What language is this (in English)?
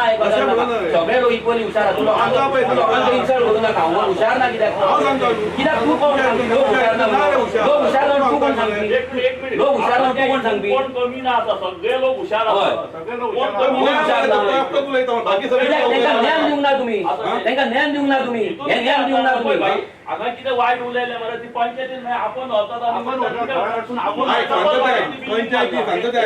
Konkani